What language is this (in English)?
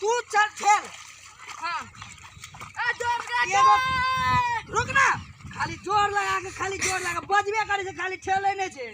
Maithili